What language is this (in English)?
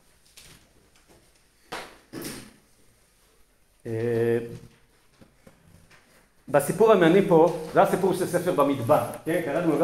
Hebrew